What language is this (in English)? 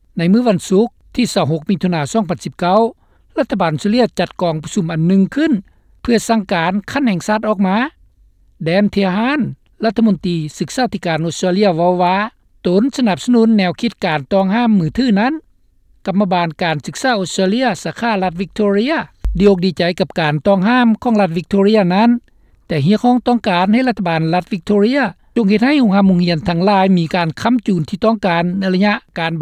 Lao